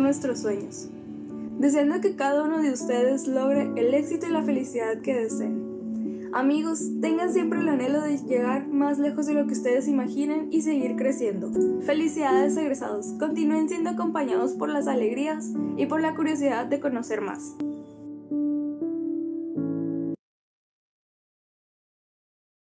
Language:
Spanish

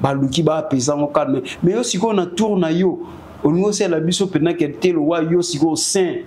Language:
Lingala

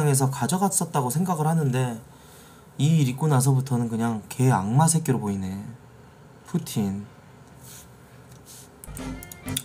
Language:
Korean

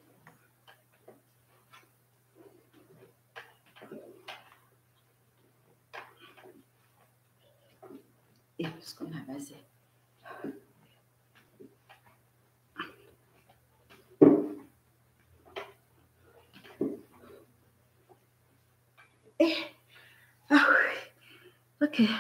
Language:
Kinyarwanda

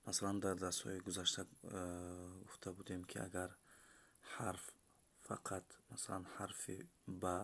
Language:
Tajik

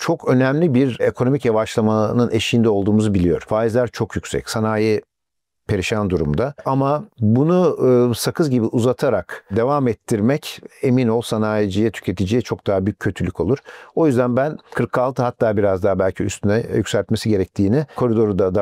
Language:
Turkish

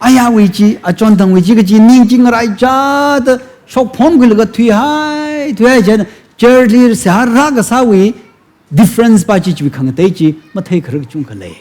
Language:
Tangkhul Naga (India)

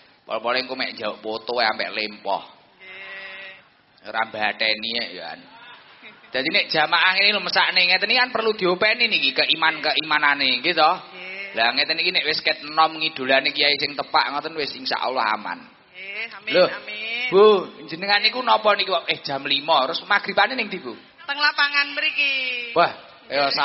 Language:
Javanese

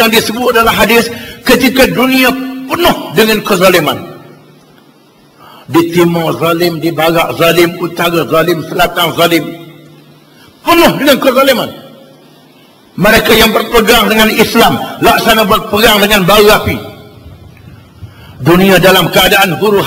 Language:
Malay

